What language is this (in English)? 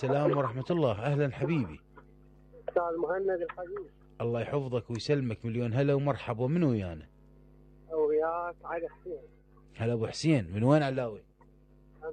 Mesopotamian Arabic